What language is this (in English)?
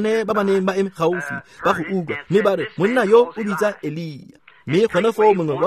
Tswana